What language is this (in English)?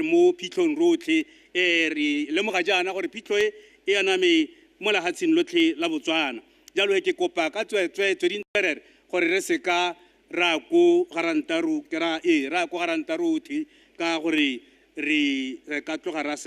Tswana